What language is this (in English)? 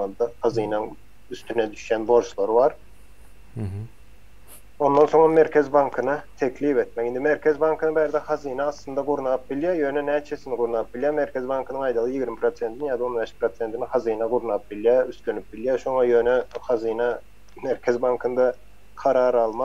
Turkmen